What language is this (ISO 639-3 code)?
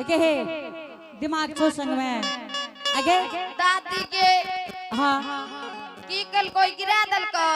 anp